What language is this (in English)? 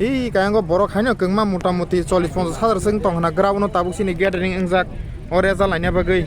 Kok Borok